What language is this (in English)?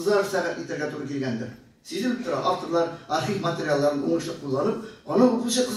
Tatar